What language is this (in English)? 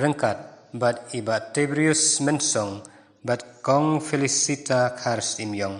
Khasi